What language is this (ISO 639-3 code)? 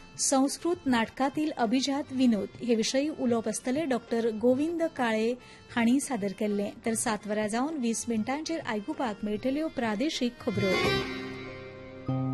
kok